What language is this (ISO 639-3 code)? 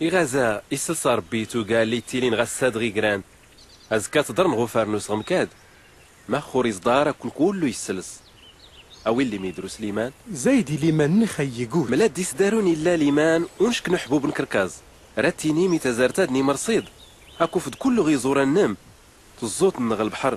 shi